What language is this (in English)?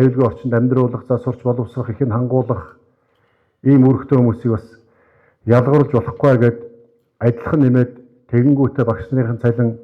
Mongolian